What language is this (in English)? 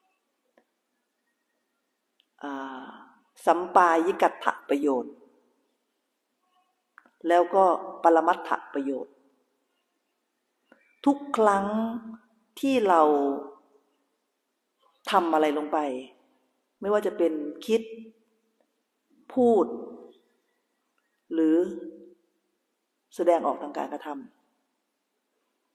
Thai